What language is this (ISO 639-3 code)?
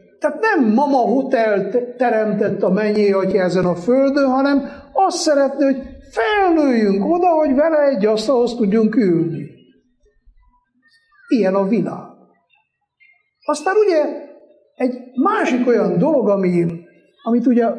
hun